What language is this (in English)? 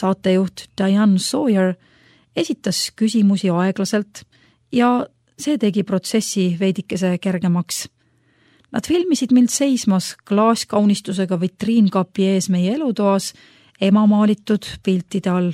Estonian